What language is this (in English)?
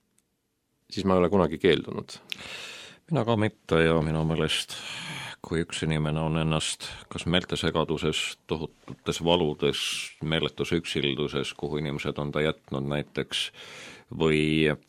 Estonian